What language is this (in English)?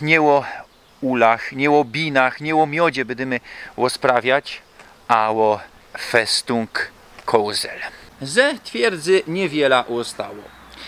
Silesian